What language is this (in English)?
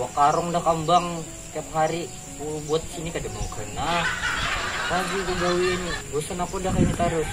Banjar